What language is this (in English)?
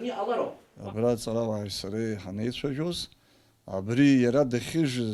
Abkhazian